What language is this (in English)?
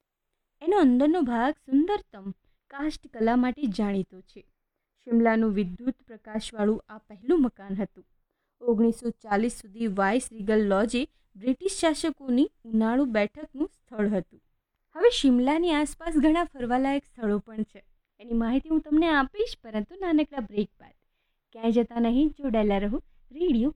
Gujarati